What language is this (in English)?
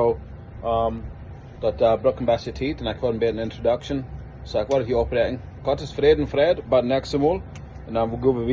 Plautdietsch